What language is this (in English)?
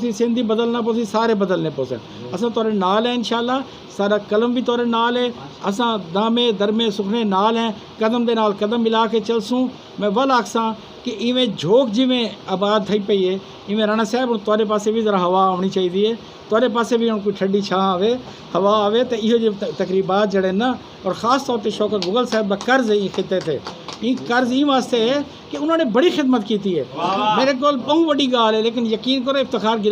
Saraiki